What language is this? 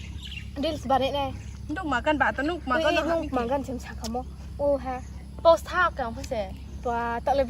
Riang (India)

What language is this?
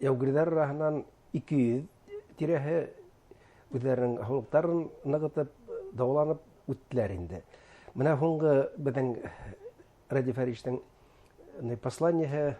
Bashkir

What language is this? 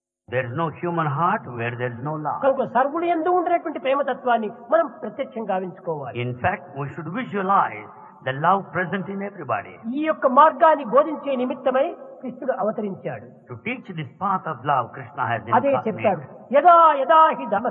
Telugu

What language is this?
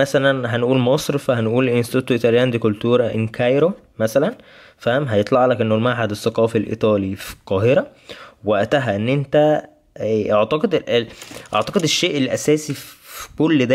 Egyptian Arabic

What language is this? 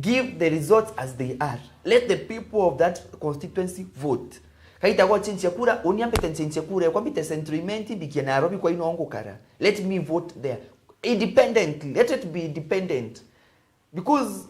Meru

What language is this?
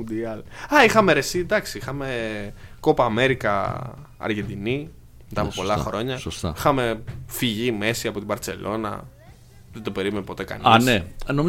Greek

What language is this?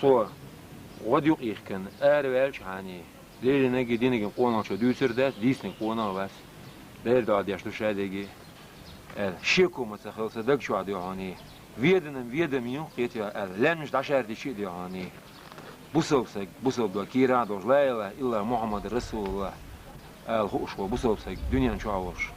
Chechen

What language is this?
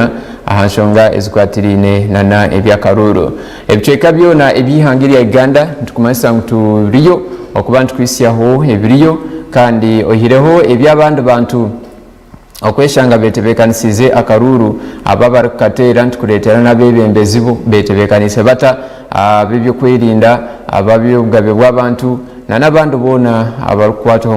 Nyankole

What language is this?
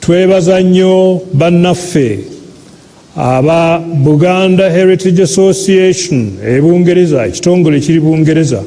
Ganda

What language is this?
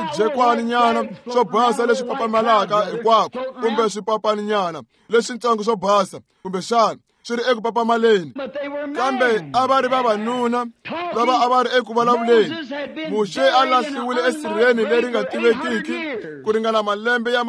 Tsonga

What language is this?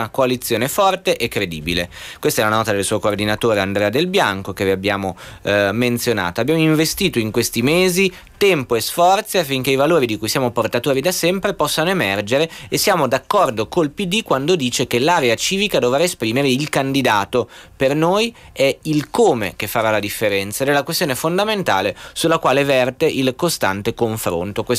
Italian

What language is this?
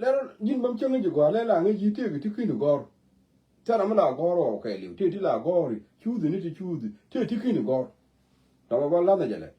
Nuer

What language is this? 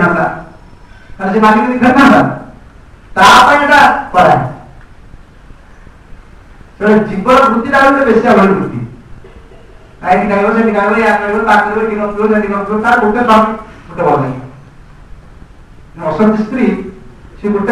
Odia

